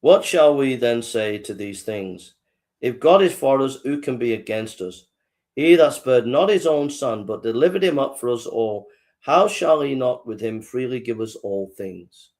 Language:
English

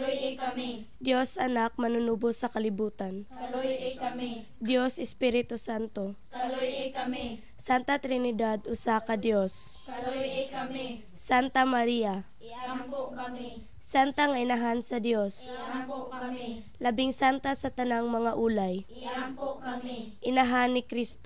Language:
Cebuano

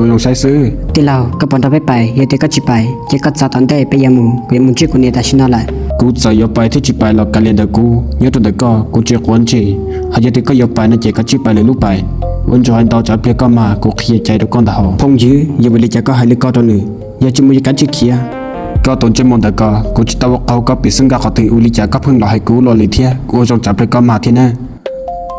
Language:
Hmong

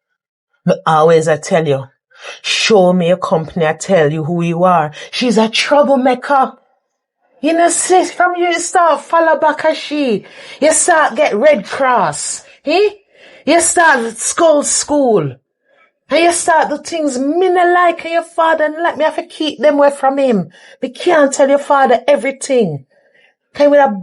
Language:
Jamaican Creole English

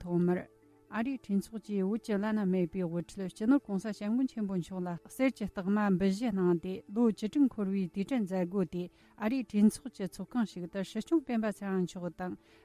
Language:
Tibetan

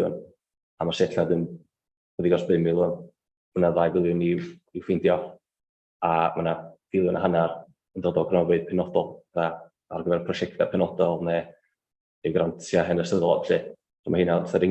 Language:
Welsh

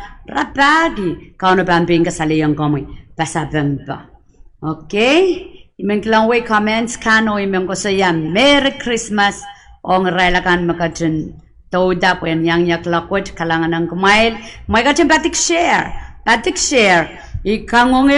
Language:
Pohnpeian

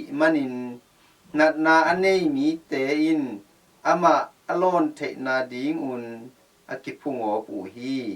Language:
Tedim Chin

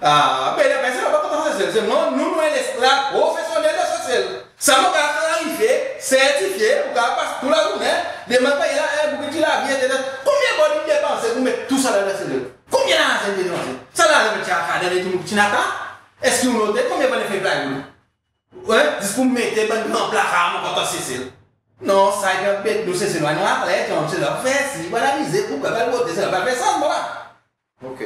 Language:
Seselwa Creole French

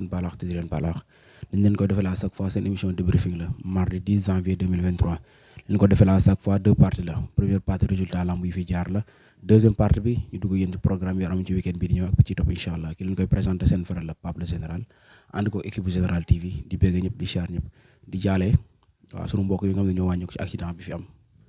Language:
Wolof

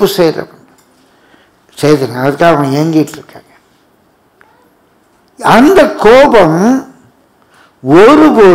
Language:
Tamil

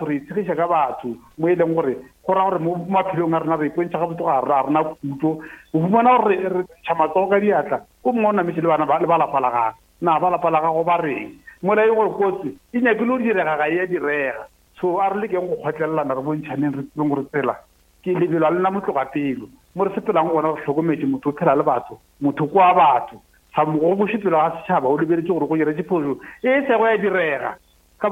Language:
Northern Sotho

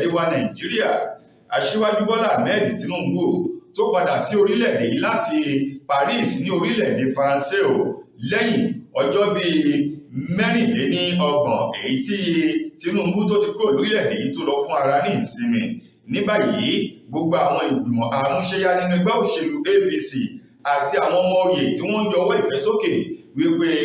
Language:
Yoruba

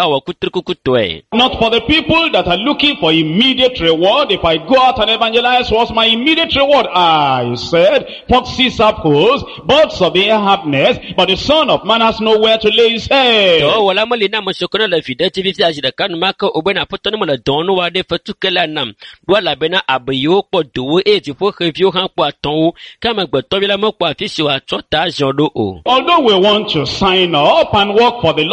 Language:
Ewe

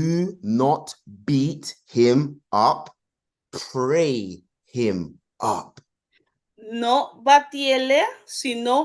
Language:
Papiamento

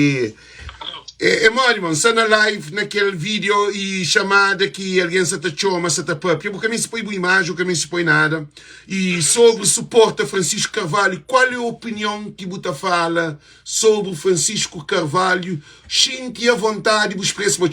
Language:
Kabuverdianu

